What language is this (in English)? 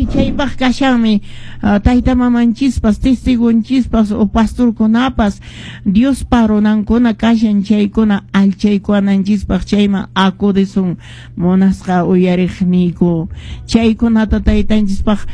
Quechua